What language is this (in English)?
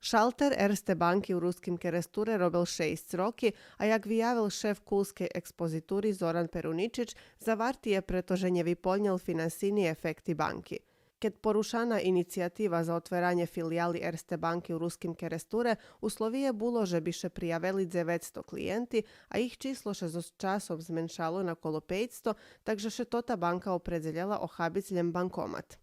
Rusyn